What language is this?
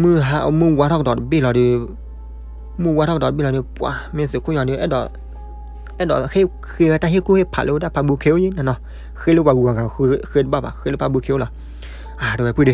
S'gaw Karen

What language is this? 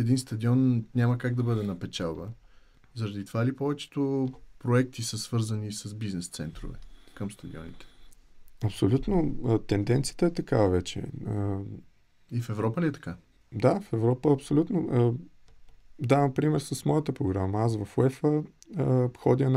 Bulgarian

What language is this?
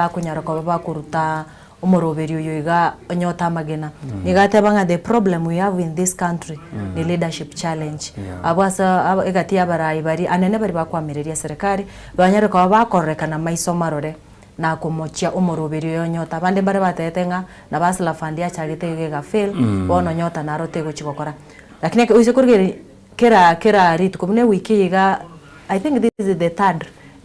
Gusii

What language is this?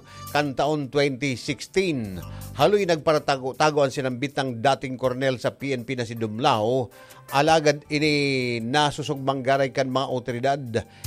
Bikol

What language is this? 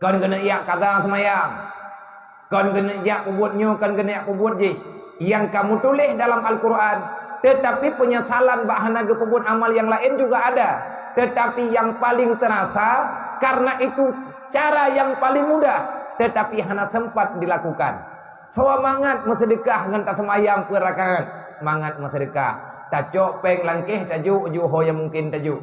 Achinese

